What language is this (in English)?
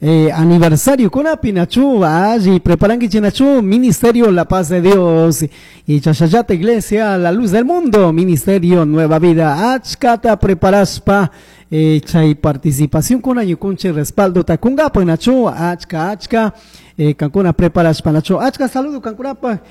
Chimborazo Highland Quichua